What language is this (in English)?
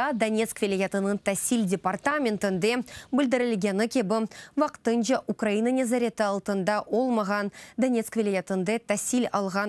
Crimean Tatar